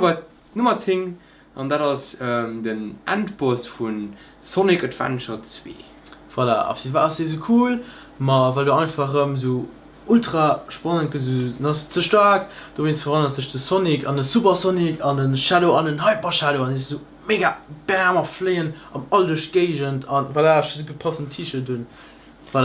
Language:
Luxembourgish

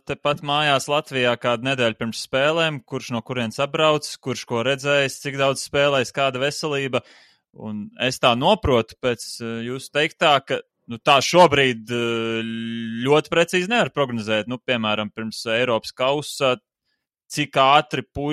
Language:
Latvian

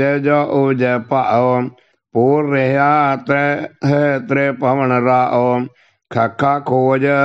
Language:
Punjabi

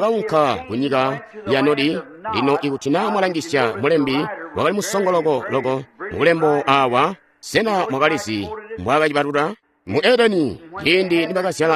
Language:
Tonga (Zambia)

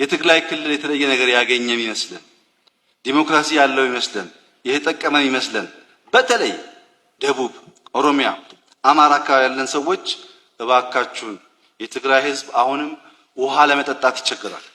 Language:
Amharic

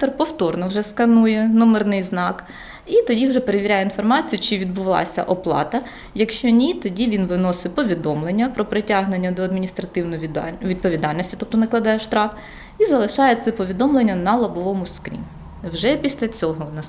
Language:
Ukrainian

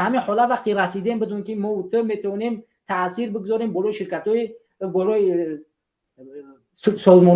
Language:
Tajik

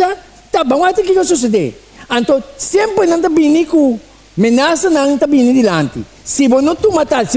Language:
Papiamento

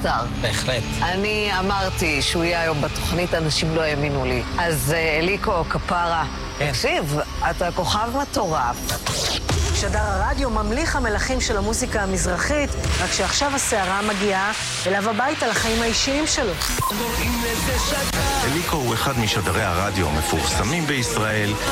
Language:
Hebrew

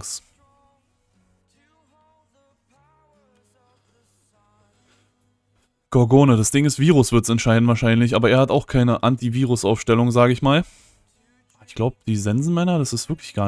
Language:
German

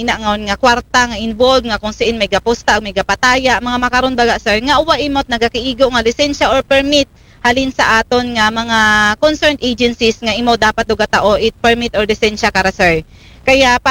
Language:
Aklanon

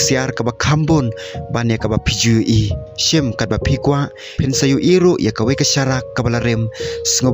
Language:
Khasi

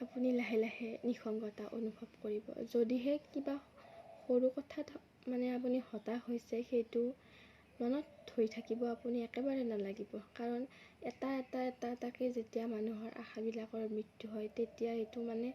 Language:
Assamese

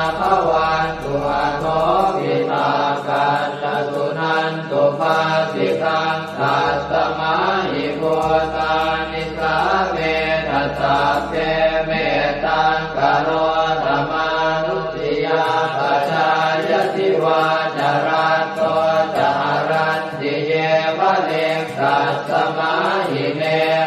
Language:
Pali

